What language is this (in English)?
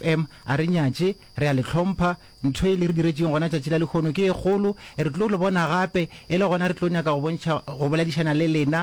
Northern Sotho